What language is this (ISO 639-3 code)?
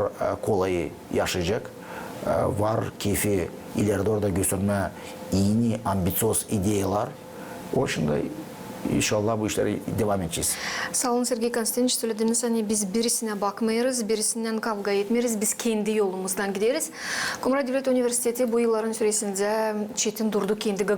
gag